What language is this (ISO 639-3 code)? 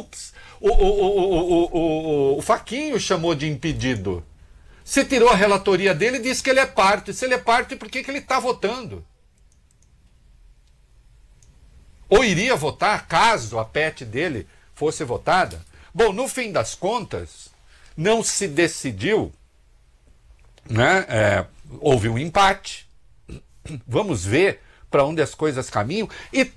por